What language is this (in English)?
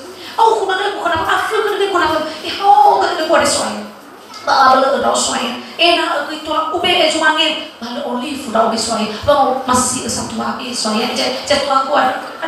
Nias